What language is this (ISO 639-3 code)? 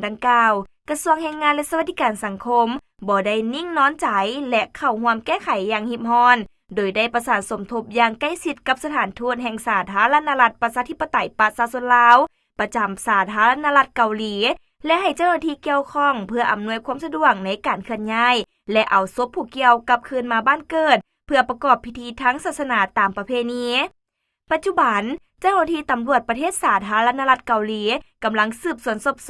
lao